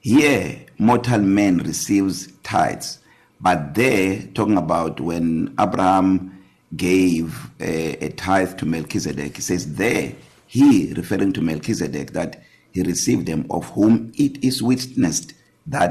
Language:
English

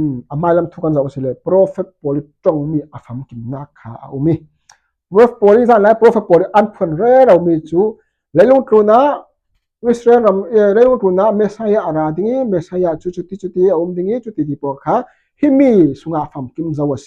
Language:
Falam Chin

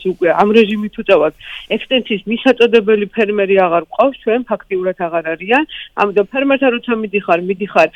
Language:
Georgian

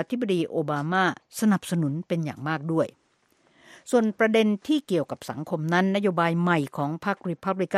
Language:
Thai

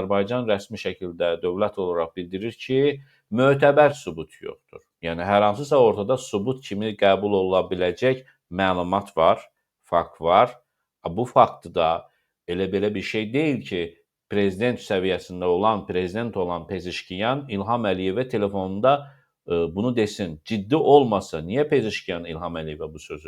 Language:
Azerbaijani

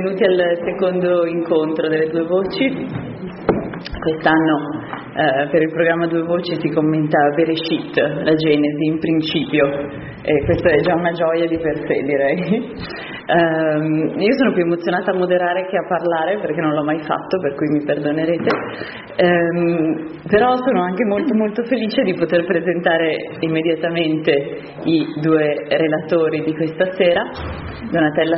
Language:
Italian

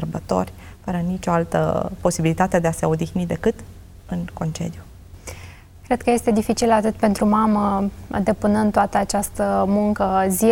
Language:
Romanian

